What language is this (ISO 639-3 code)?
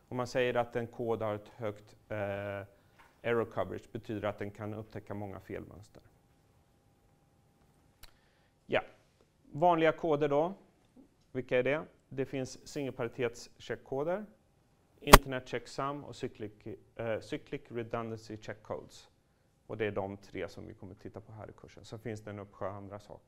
swe